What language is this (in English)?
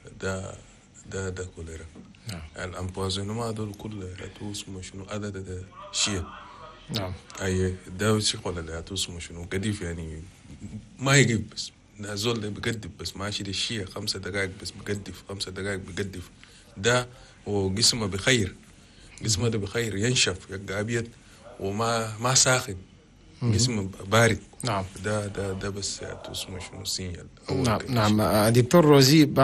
Chadian Arabic